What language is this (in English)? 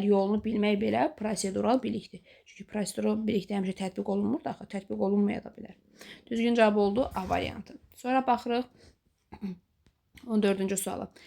Azerbaijani